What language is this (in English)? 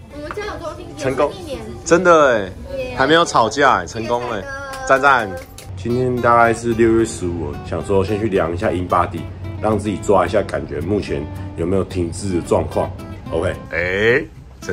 Chinese